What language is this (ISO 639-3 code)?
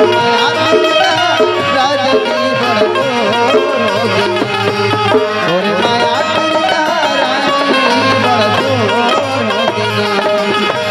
hne